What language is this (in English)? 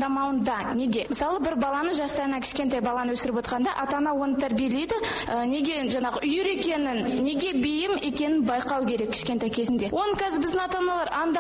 Kazakh